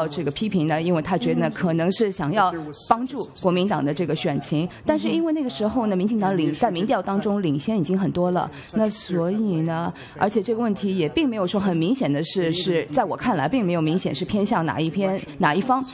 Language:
Chinese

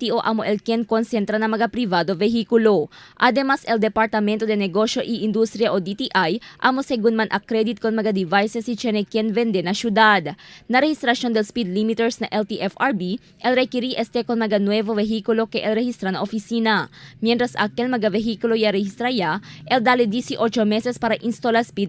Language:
Chavacano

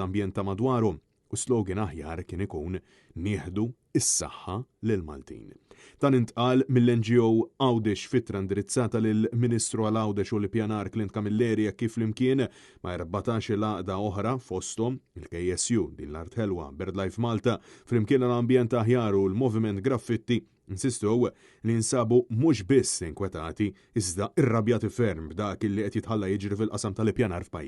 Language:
Maltese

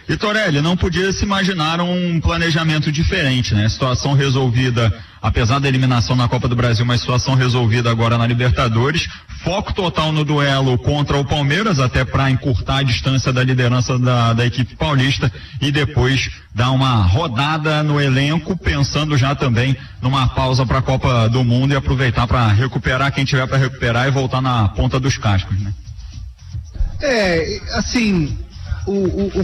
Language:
Portuguese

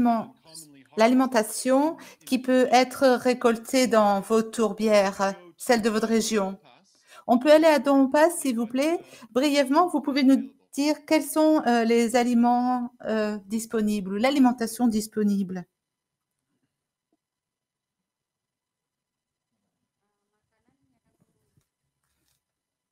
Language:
French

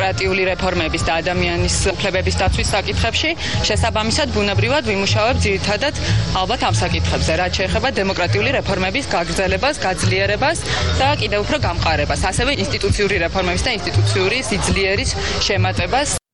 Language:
Georgian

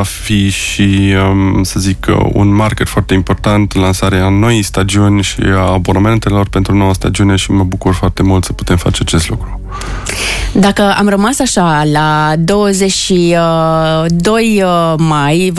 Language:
Romanian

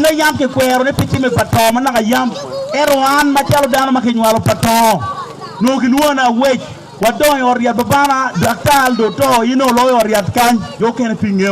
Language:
Acoli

